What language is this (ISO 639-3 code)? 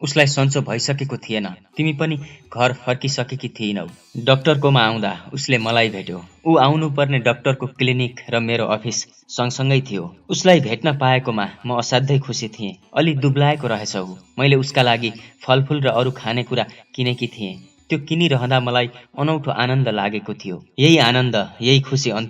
nep